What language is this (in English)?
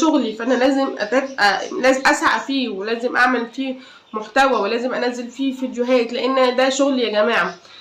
Egyptian Arabic